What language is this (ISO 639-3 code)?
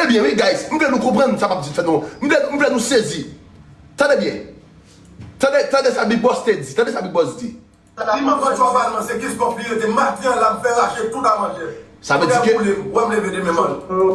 hat